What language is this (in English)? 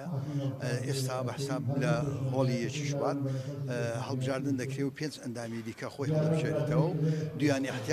Central Kurdish